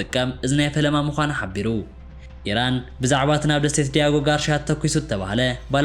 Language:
Tigrinya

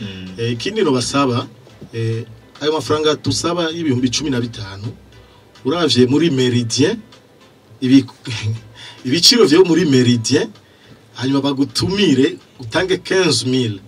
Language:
Rundi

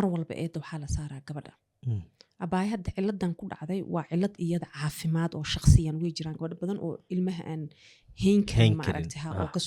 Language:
Somali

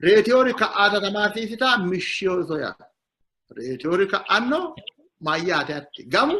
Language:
Sidamo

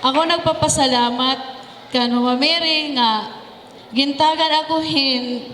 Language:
Waray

